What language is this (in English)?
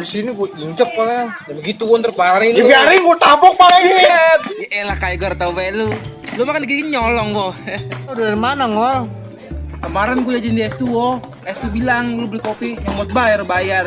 Betawi